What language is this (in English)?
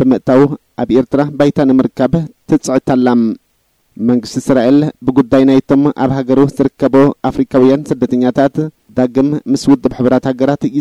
Tigrinya